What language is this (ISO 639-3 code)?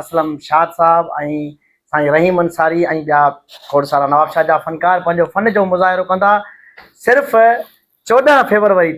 snd